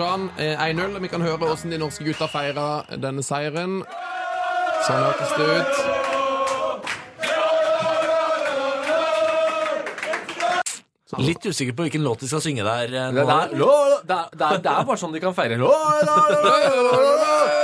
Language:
Norwegian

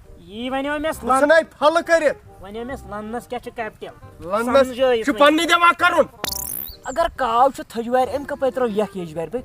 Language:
Kashmiri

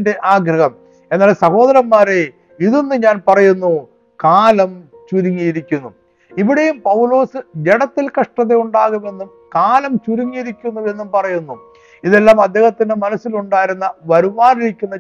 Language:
Malayalam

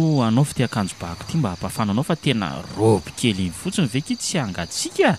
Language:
Malagasy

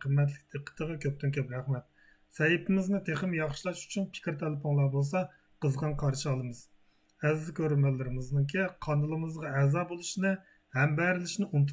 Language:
Uyghur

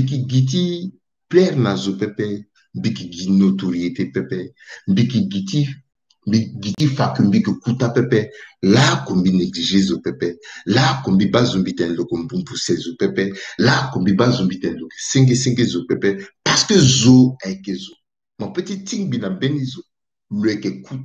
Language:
Sango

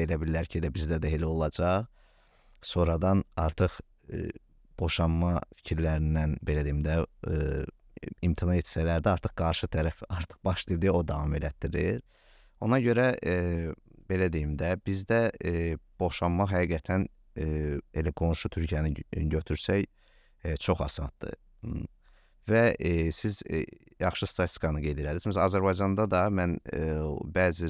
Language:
Azerbaijani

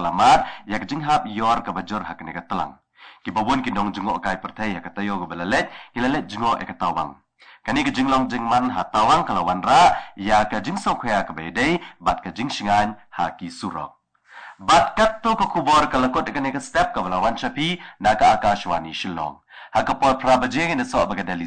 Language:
Khasi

